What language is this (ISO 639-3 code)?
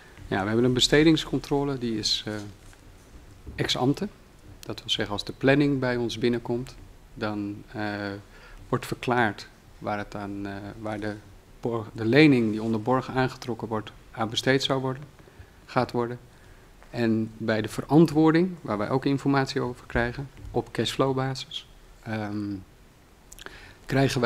nld